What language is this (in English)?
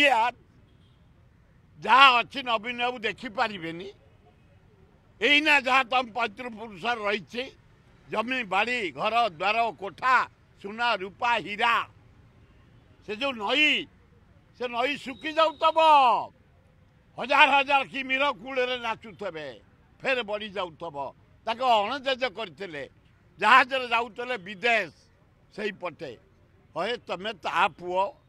Odia